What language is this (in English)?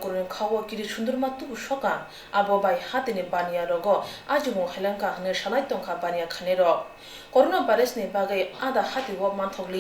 Kok Borok